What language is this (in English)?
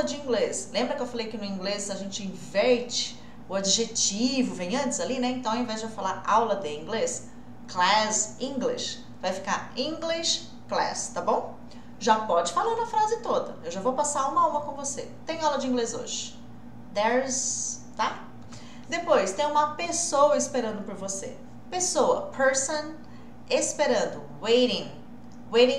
Portuguese